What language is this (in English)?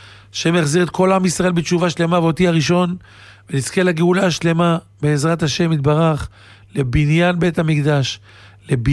Hebrew